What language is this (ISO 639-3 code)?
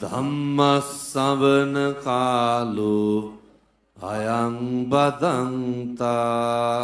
sin